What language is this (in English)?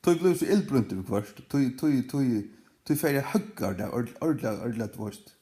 Faroese